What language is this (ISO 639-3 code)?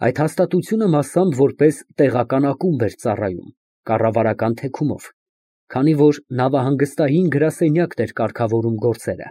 hye